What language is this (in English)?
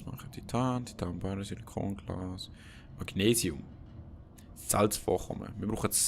Swiss German